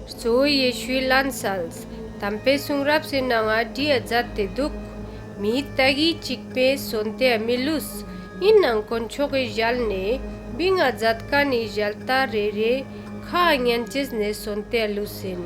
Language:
Ladakhi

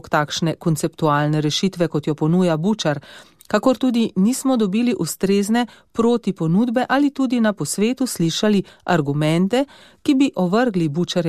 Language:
Slovenian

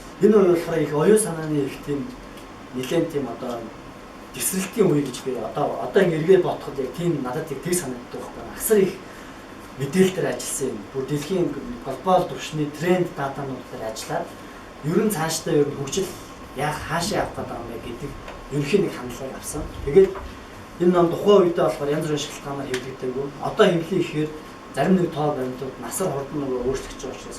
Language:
Mongolian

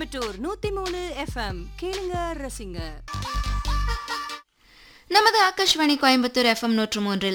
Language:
Tamil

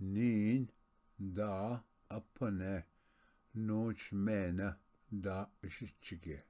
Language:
Ojibwa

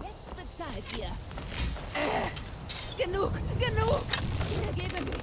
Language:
Bavarian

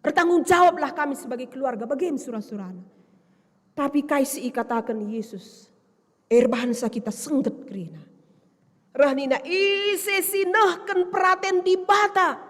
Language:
Batak Karo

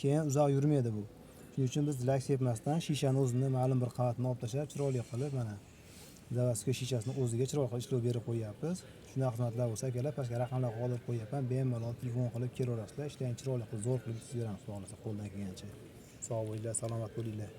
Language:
Uzbek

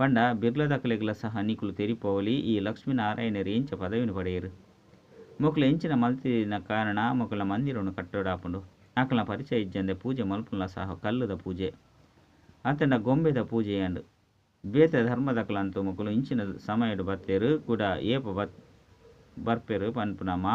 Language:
Tulu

